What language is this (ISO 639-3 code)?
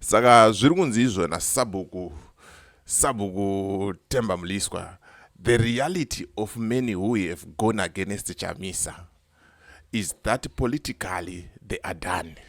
sna